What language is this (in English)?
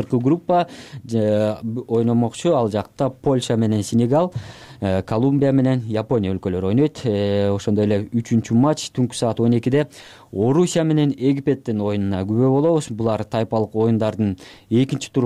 Kyrgyz